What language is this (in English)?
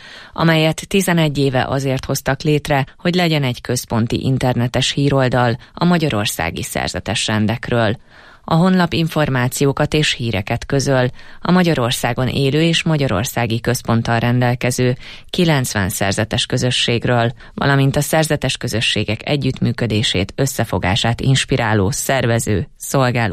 Hungarian